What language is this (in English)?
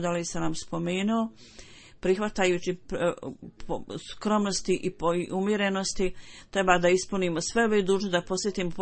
Bosnian